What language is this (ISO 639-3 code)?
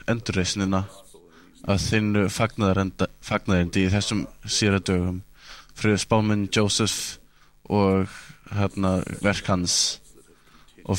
isl